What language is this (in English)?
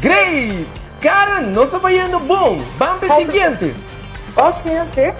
Papiamento